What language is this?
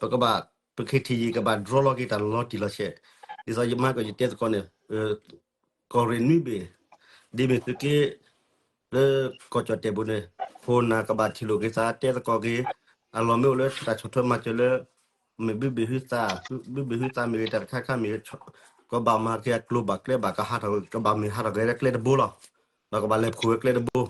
S'gaw Karen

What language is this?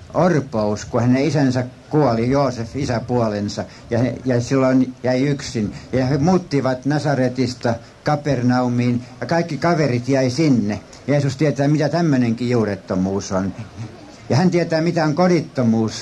Finnish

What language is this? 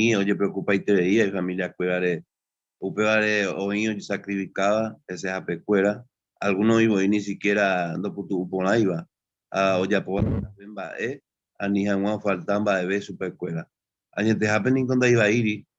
Guarani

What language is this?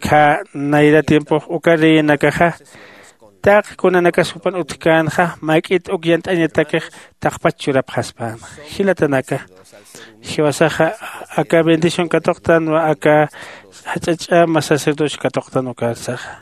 Aymara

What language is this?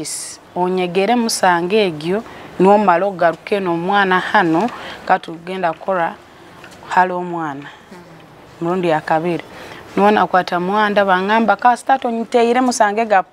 Nyoro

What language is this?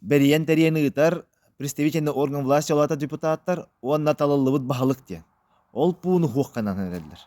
Yakut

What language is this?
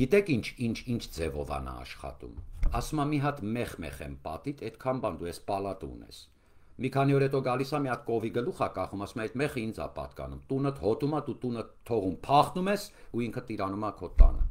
Armenian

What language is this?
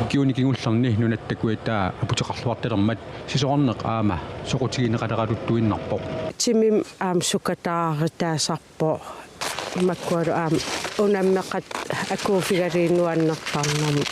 Kalaallisut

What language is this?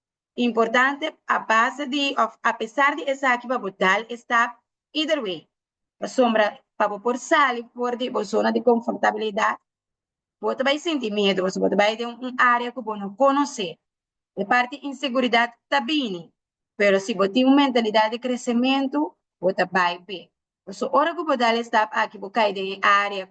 Papiamento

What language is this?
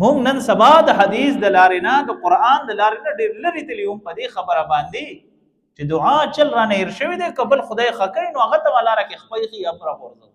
Pashto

